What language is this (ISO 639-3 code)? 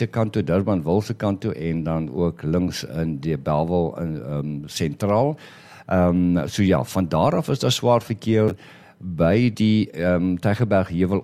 afr